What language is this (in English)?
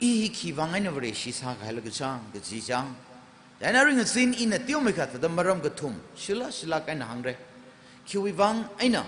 Tangkhul Naga (India)